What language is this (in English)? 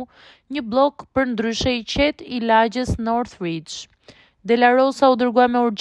Albanian